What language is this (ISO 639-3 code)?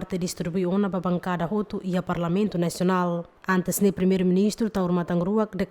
tet